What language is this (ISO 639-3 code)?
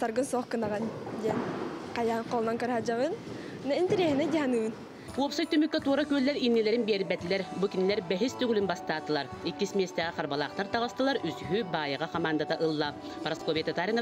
sah